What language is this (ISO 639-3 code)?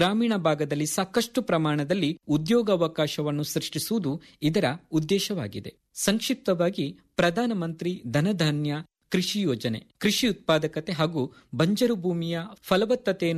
kan